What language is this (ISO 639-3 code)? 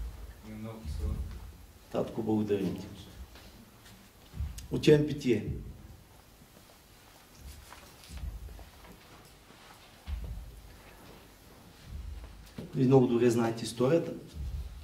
bul